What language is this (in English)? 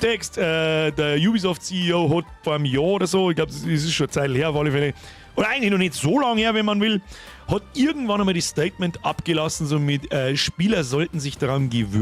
Bavarian